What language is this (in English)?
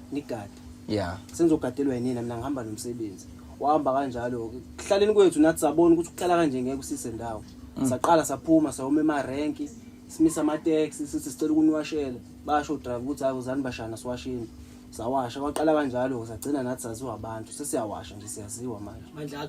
Zulu